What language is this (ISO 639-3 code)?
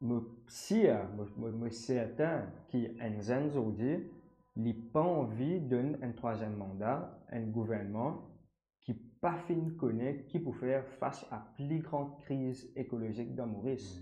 mfe